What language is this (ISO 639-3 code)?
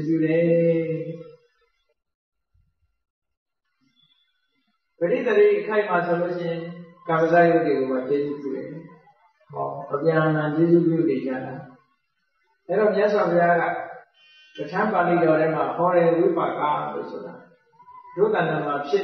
mya